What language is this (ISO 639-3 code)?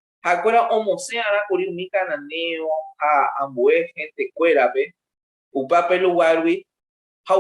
grn